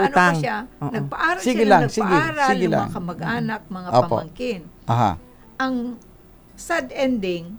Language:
Filipino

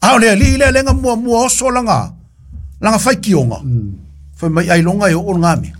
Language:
Samoan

